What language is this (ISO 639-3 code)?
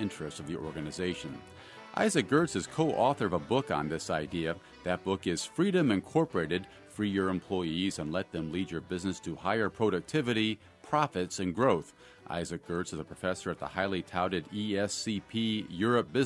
eng